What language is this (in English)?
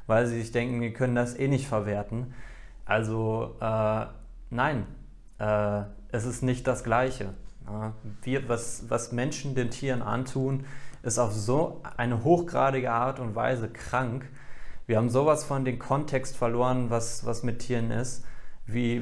German